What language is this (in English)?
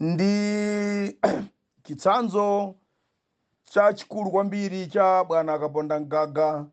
Nyanja